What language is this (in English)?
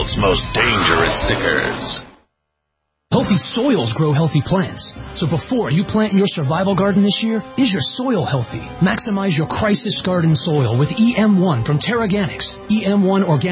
English